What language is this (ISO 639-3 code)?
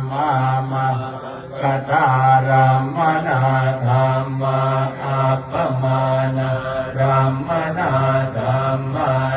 pli